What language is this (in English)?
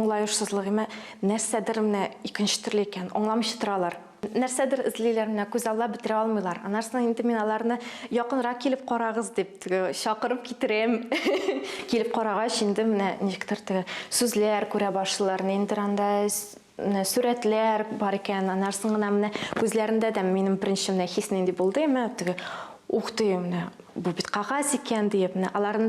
Tatar